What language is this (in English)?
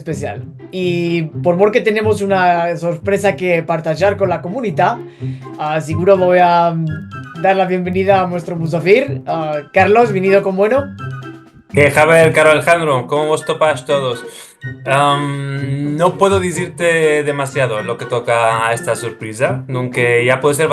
Ladino